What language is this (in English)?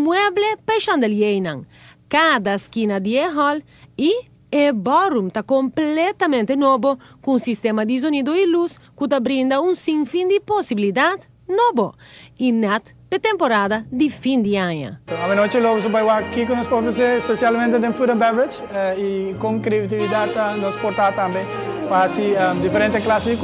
Papiamento